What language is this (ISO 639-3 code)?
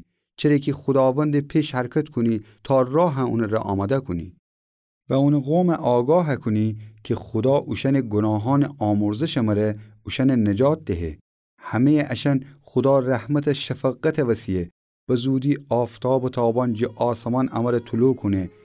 glk